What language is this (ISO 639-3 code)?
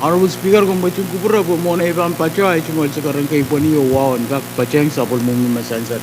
pon